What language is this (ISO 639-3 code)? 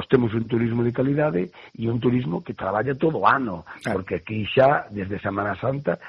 glg